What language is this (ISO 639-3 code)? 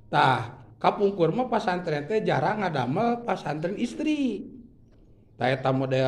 sun